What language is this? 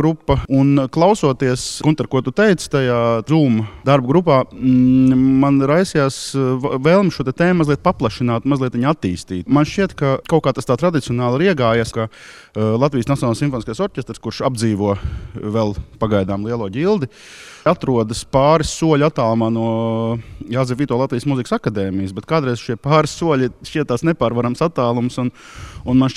Latvian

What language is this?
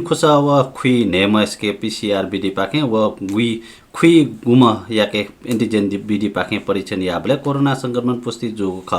Newari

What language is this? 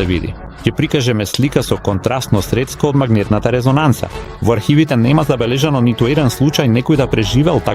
Macedonian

